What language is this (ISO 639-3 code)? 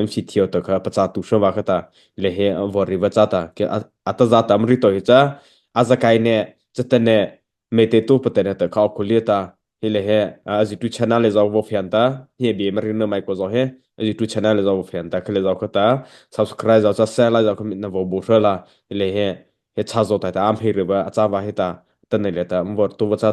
mrh